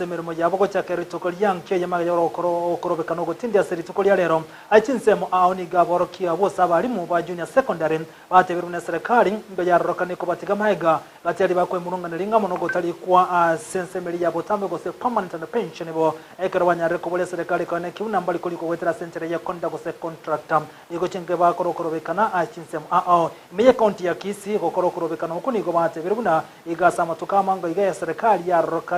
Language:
Gusii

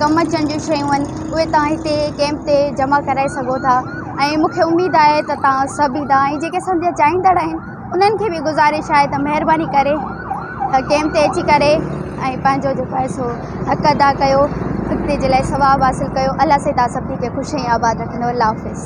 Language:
Sindhi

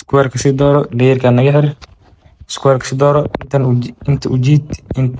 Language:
Somali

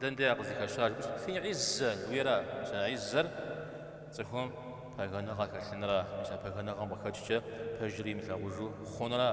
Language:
Kabardian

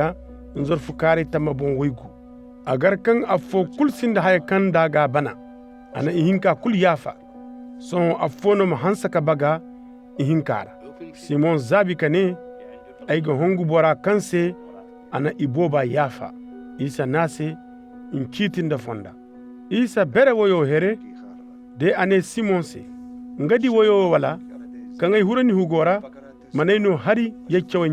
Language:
Koyraboro Senni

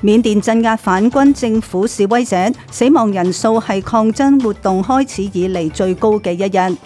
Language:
Cantonese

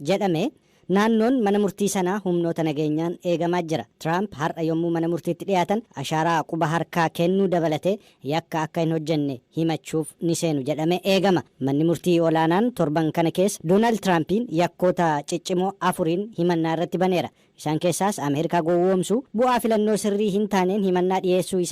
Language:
Oromo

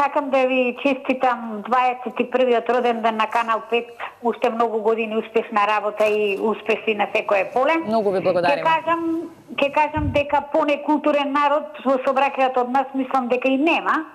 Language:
Macedonian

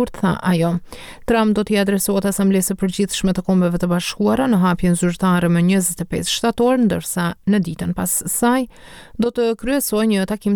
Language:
Albanian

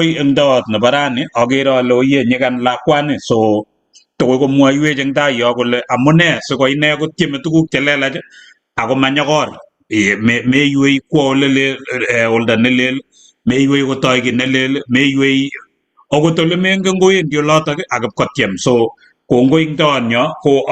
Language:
Kalenjin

